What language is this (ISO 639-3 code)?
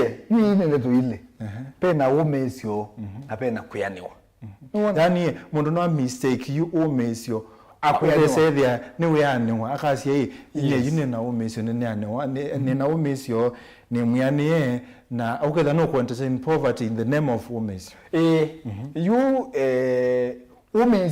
kam